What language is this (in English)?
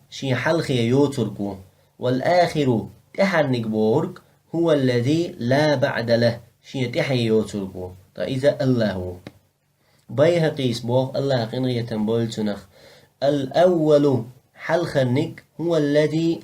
Chechen